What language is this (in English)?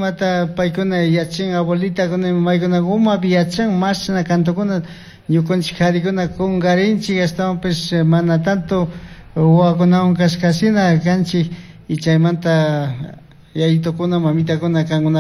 Chimborazo Highland Quichua